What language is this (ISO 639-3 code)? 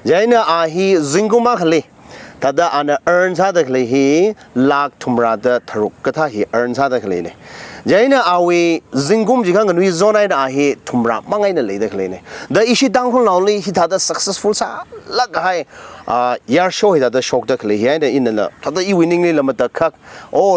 nmf